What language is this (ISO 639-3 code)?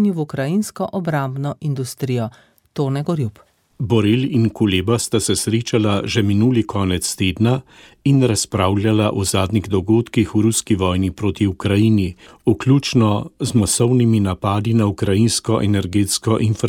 slv